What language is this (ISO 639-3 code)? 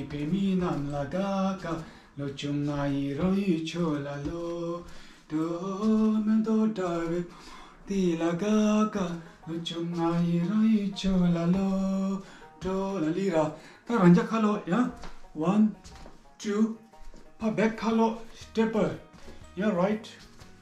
bod